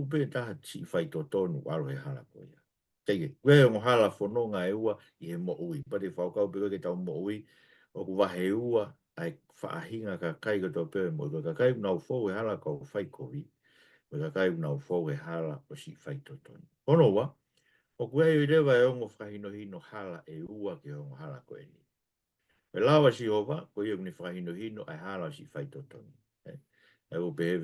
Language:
Tongan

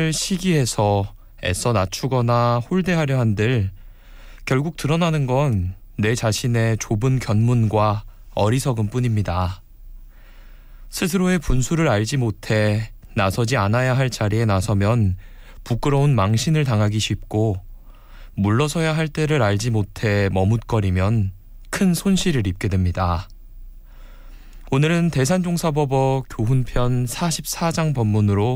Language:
Korean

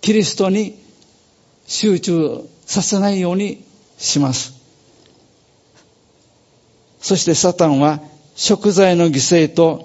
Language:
Japanese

